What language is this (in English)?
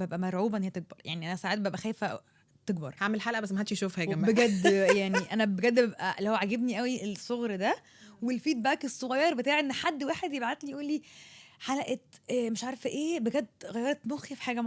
Egyptian Arabic